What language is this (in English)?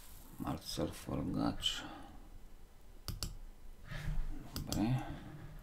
Slovak